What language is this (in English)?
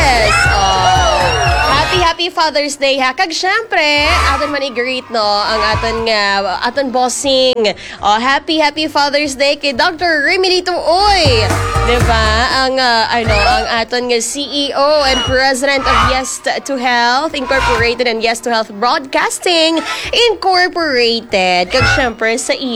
Hiligaynon